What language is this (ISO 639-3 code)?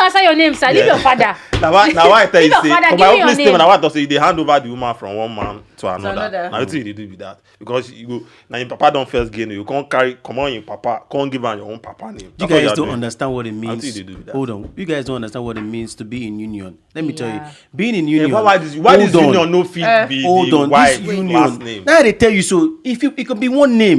pcm